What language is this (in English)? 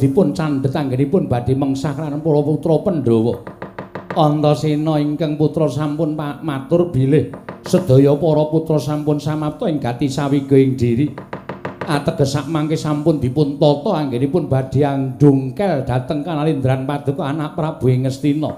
Javanese